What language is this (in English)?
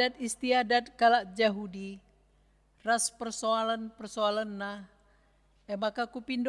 Batak Karo